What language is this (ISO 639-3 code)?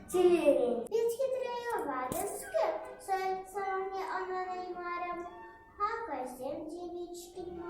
chv